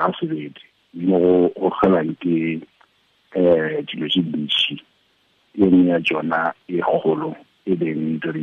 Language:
Tswana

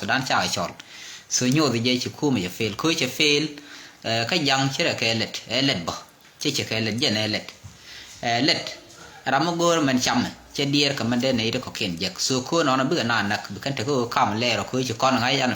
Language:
Nuer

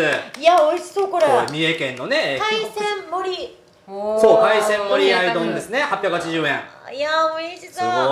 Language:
Japanese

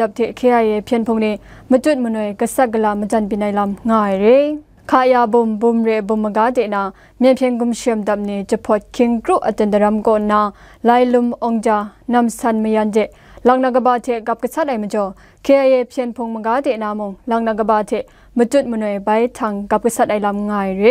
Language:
Kachin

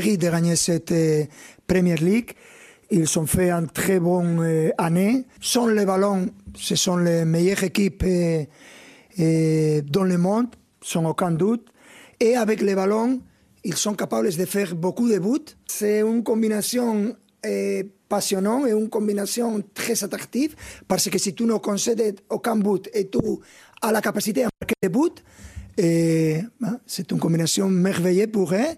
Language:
French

